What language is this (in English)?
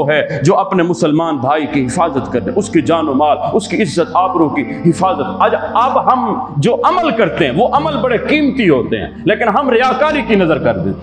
Urdu